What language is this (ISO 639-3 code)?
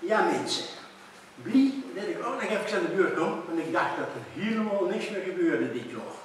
lim